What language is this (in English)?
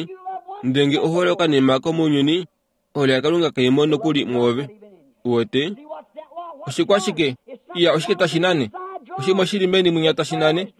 Kuanyama